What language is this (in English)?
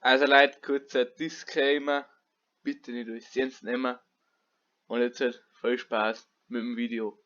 Bavarian